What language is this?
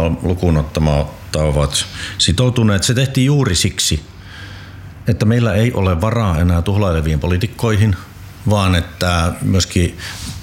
Finnish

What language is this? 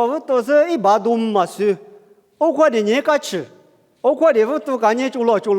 Lisu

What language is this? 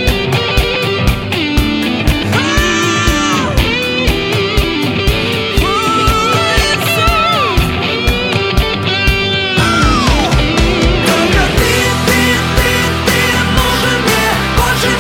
Russian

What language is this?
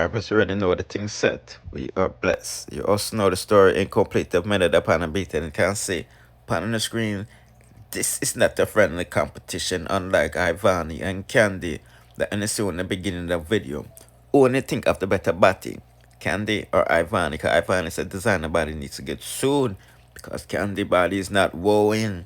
Jamaican Creole English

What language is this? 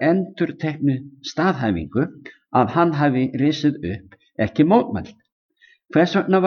Icelandic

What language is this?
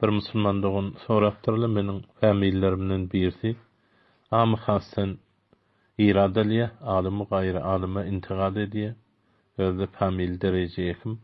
Turkmen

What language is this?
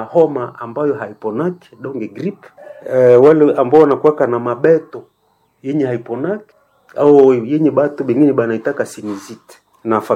Swahili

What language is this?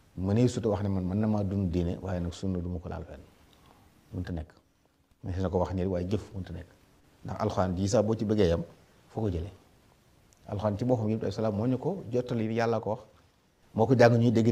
Wolof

